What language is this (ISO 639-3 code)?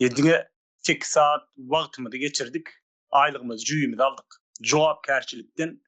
tuk